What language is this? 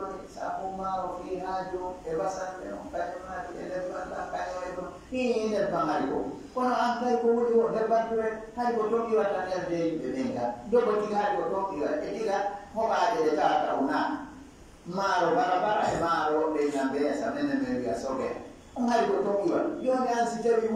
Fula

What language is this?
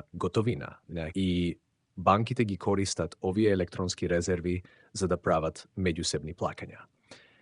Macedonian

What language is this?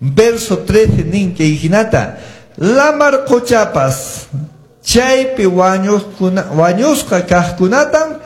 Quechua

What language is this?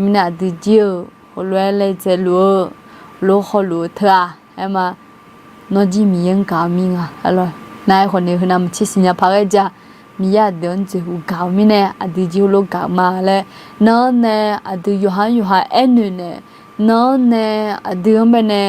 Akha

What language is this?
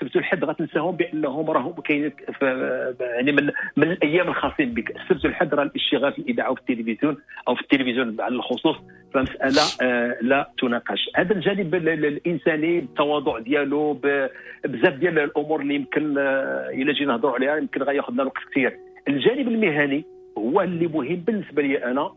Moroccan Arabic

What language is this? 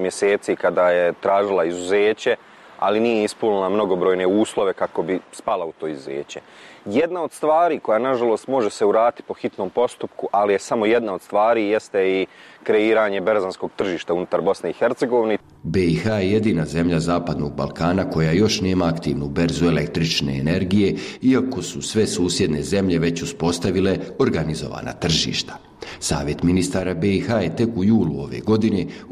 Bosnian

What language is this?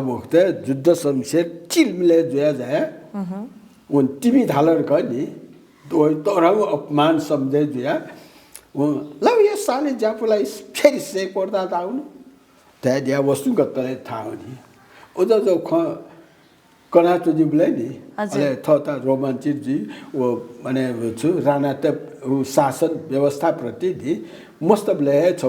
Newari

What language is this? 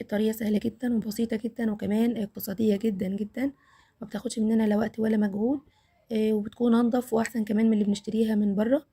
Egyptian Arabic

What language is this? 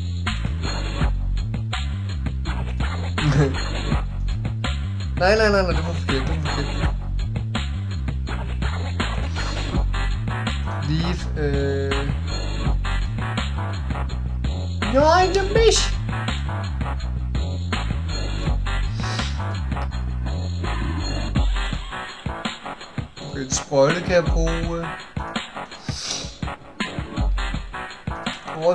Danish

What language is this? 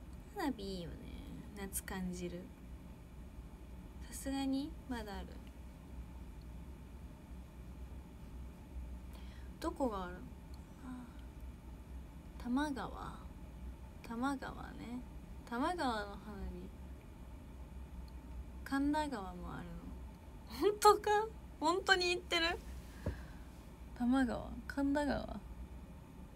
Japanese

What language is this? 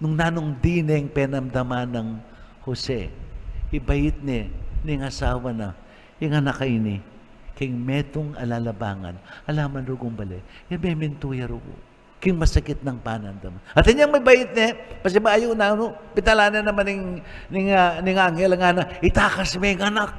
Pampanga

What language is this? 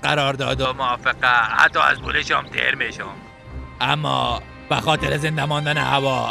Persian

